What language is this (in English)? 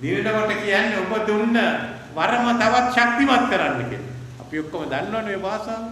Sinhala